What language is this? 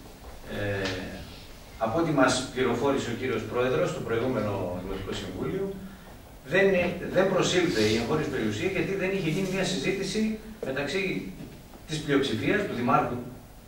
Greek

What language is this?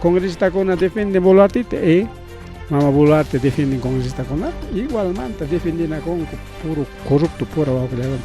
Ayacucho Quechua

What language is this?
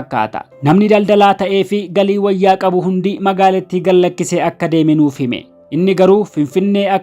Oromo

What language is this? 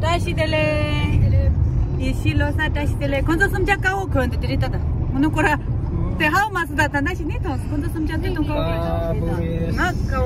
Tibetan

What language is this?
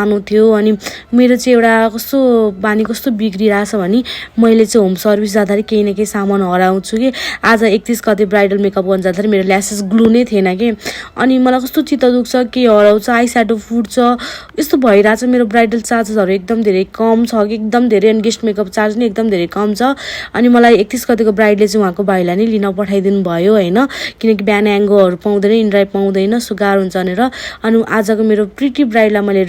Nepali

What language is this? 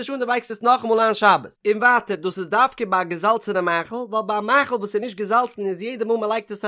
Yiddish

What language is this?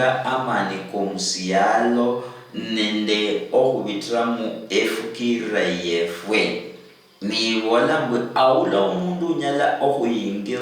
Luyia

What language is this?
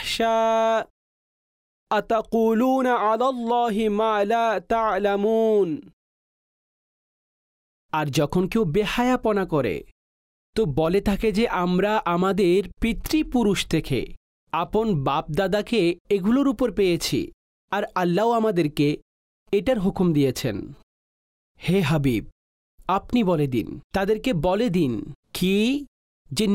Bangla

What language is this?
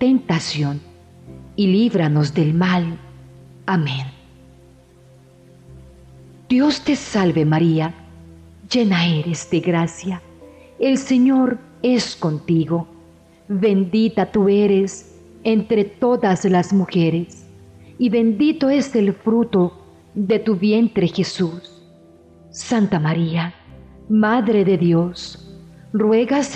Spanish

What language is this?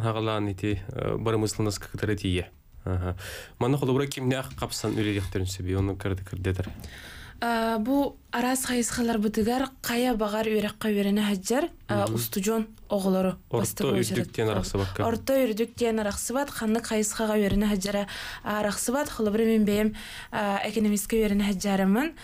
Yakut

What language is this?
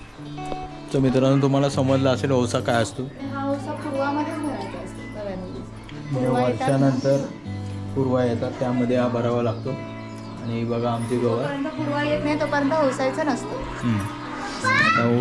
Marathi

